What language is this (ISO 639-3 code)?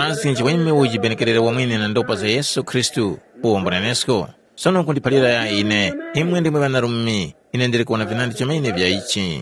tum